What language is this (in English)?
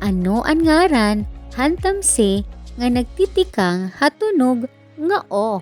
Waray